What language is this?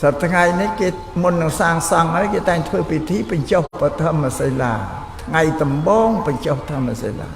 Khmer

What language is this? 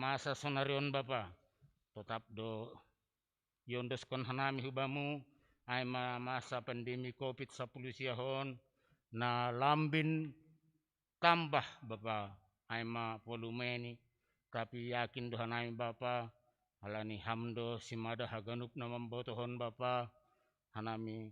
Batak Simalungun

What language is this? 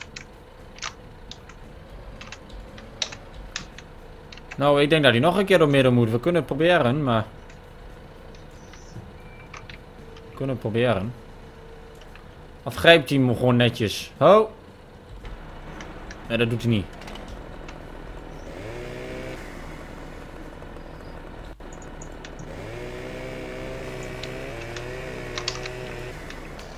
Dutch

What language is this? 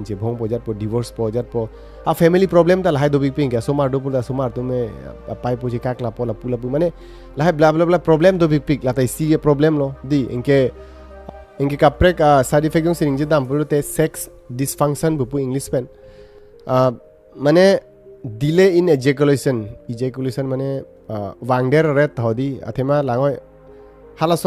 Karbi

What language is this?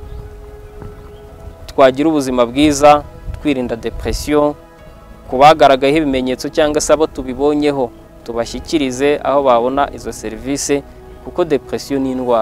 Kinyarwanda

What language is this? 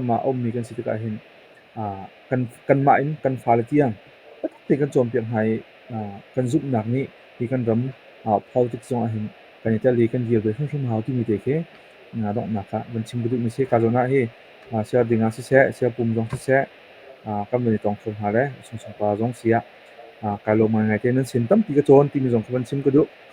Hakha Chin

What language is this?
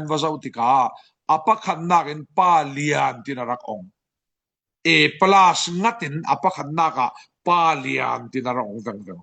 Falam Chin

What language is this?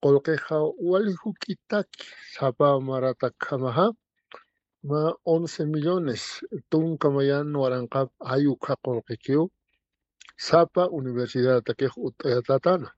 Aymara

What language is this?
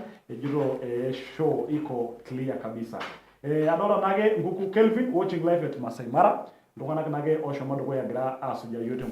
Masai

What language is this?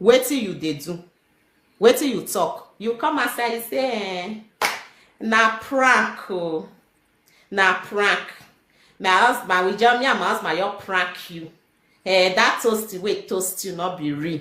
Nigerian Pidgin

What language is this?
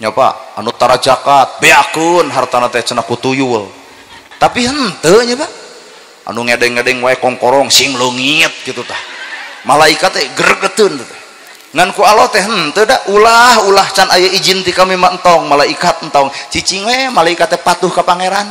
Sundanese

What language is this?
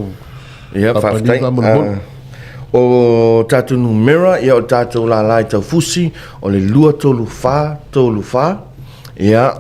Samoan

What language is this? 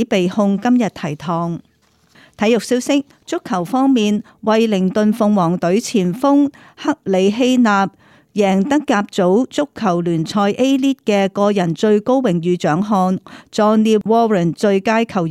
Cantonese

